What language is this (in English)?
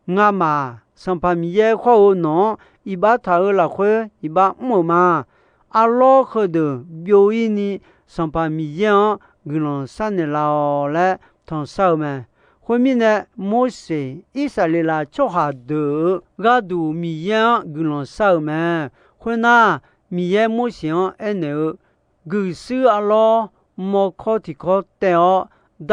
Akha